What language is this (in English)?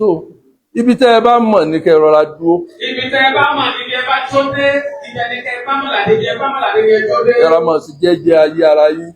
Yoruba